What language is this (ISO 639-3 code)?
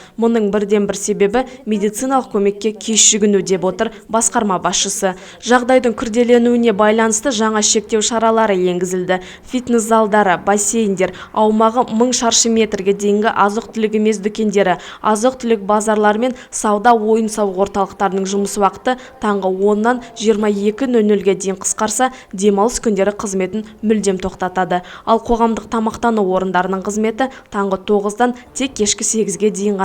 kaz